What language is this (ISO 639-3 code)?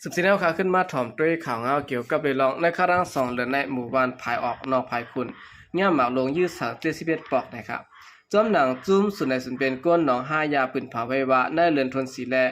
shn